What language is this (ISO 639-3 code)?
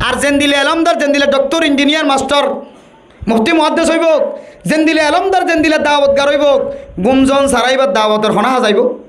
rhg